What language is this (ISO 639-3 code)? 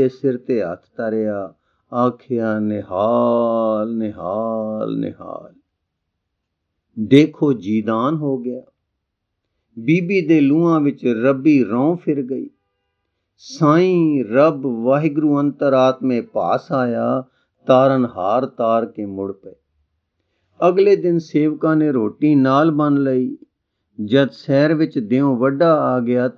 pan